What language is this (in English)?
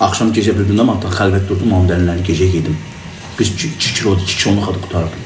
Azerbaijani